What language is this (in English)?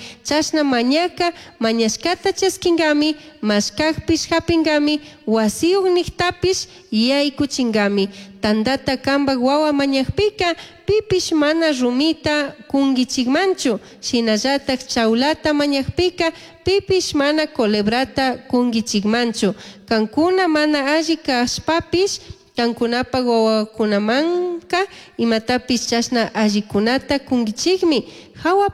Chimborazo Highland Quichua